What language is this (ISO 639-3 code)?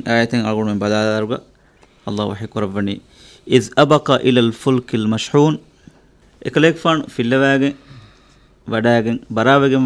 div